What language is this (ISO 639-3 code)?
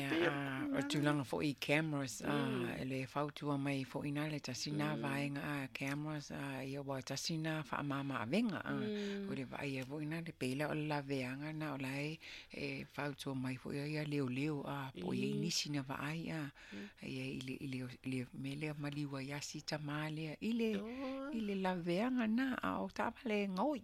smo